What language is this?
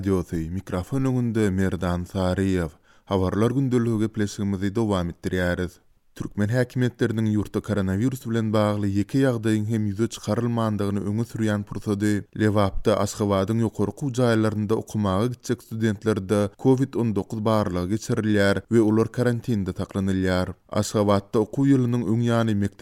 Turkmen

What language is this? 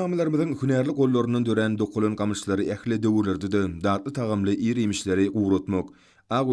Turkmen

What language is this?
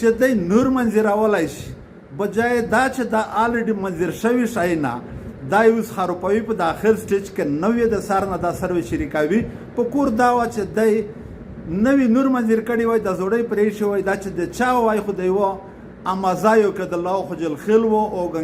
Pashto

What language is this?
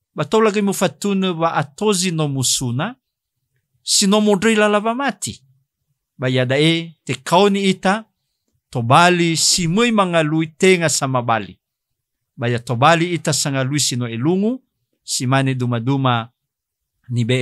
Nias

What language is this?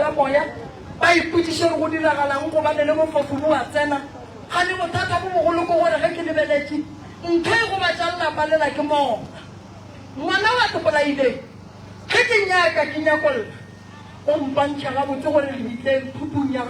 Northern Sotho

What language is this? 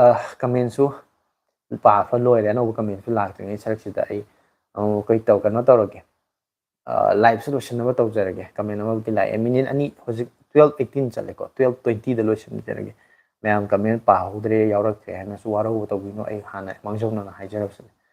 Manipuri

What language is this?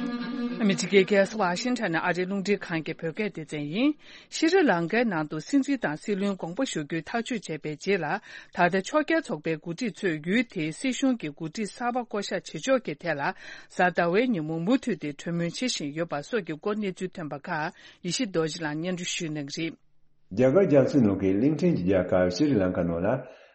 Tibetan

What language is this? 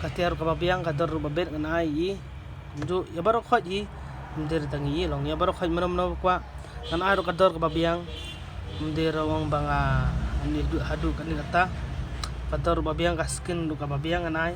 Khasi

